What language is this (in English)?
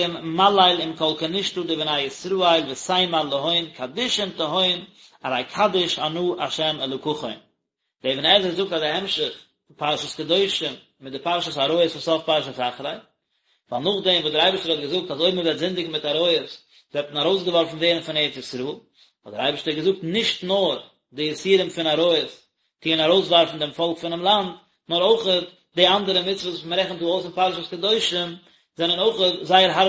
Yiddish